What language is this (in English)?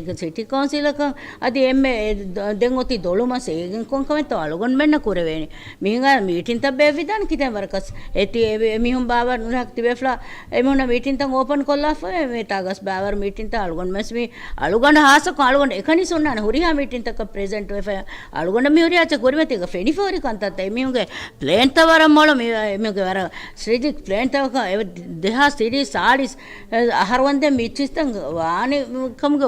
Divehi